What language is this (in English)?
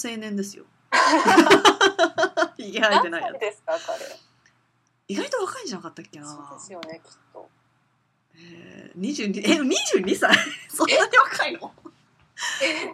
Japanese